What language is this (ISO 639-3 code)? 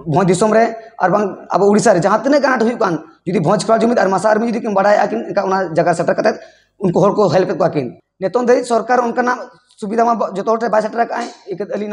sat